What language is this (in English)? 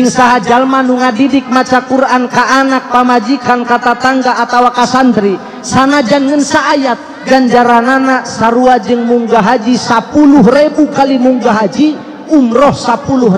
Sundanese